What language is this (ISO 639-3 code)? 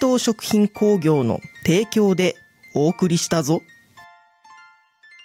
jpn